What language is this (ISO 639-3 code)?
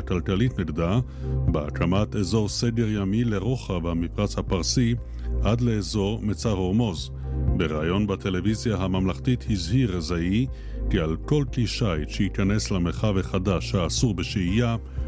heb